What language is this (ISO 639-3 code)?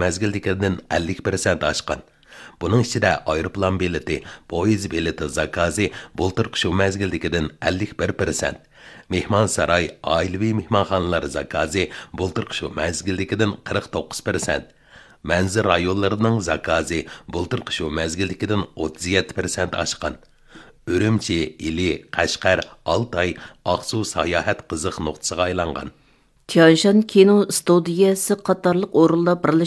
uig